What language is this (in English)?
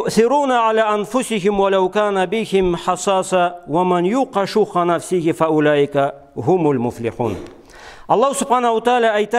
Karachay-Balkar